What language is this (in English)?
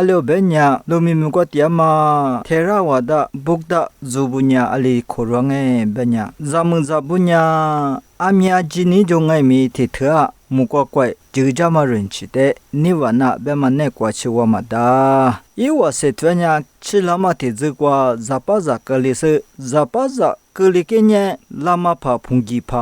Lisu